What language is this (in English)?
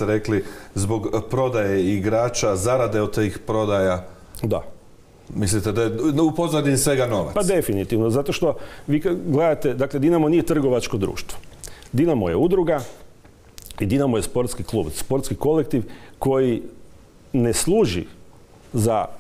Croatian